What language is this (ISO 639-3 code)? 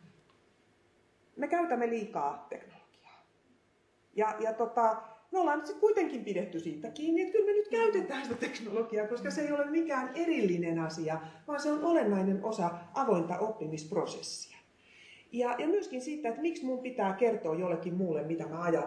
fin